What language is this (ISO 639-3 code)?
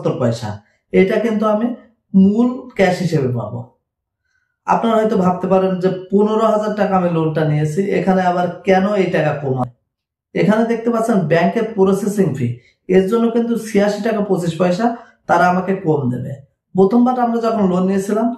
ben